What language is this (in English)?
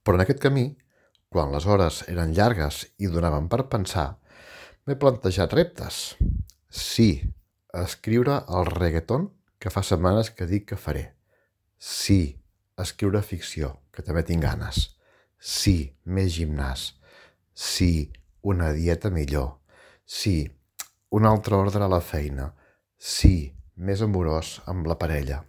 Catalan